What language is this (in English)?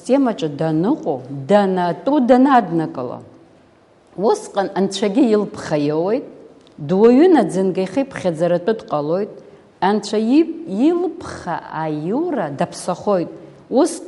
Abkhazian